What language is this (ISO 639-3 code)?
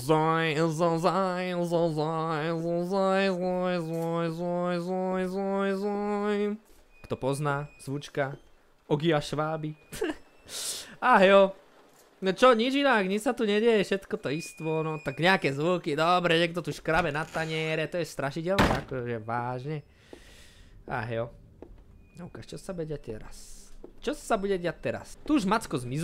slk